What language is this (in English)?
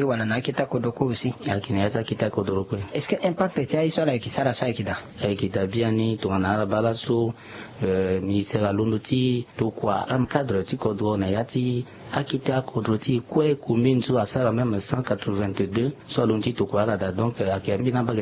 Sango